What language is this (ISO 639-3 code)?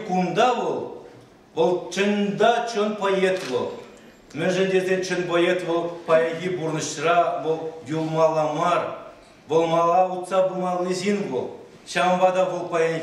chv